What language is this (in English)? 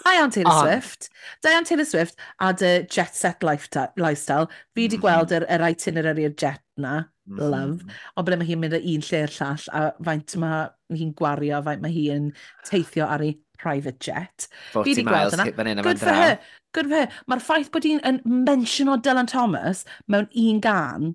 Welsh